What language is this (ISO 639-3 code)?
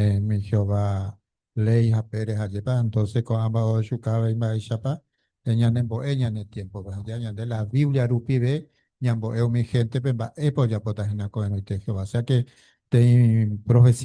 grn